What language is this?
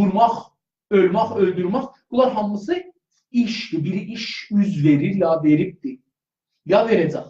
South Azerbaijani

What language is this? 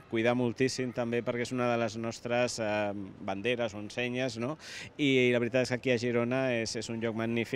Catalan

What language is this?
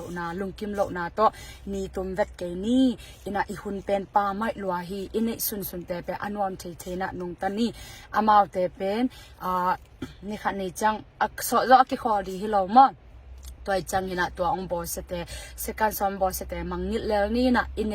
Tedim Chin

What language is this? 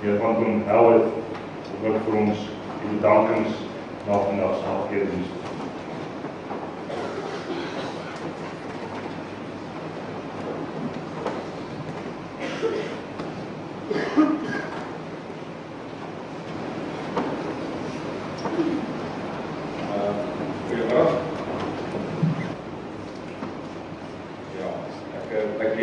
Afrikaans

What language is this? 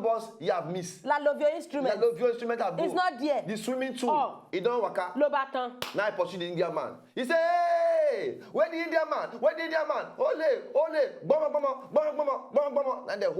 Nigerian Pidgin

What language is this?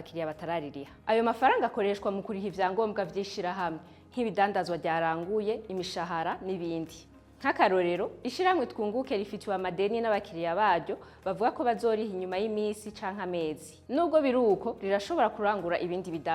Rundi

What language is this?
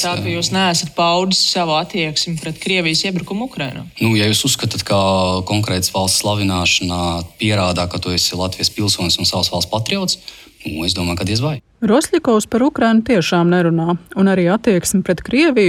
Latvian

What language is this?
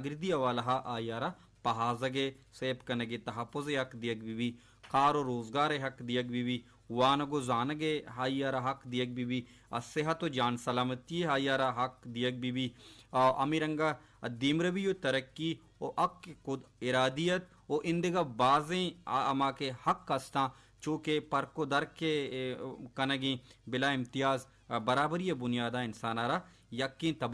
Baluchi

